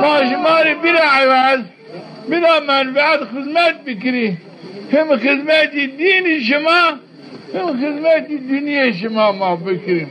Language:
Zaza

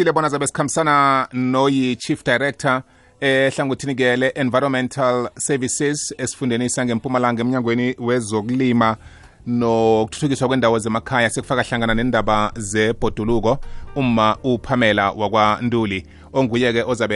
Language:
South Ndebele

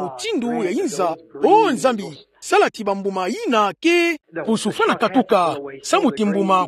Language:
Kituba (Democratic Republic of Congo)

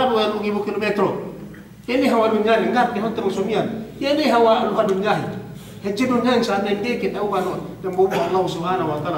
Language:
Yakan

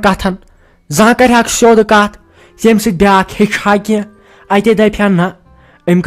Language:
Kashmiri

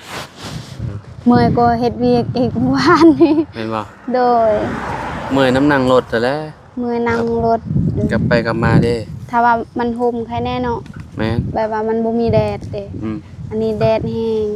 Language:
Lao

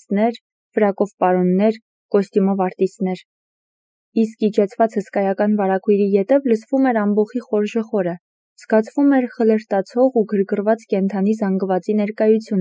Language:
Armenian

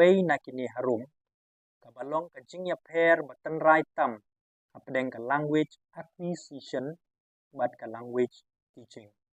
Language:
Khasi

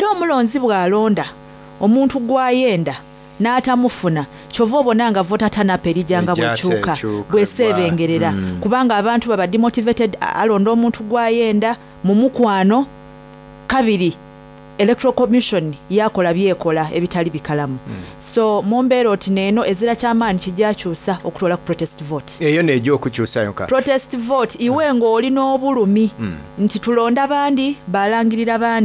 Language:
Soga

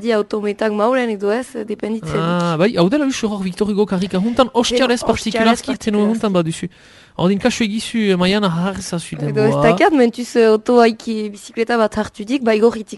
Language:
Basque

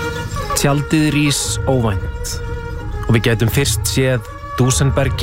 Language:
Icelandic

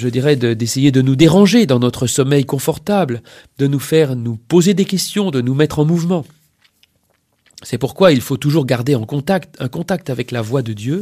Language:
French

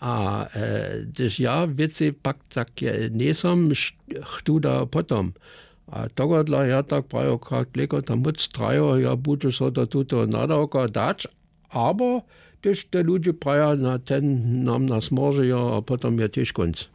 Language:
Upper Sorbian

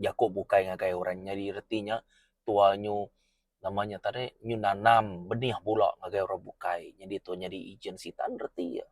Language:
Iban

